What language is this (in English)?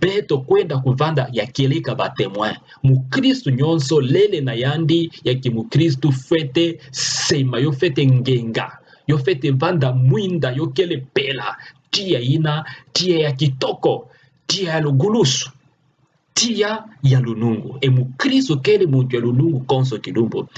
Kituba (Democratic Republic of Congo)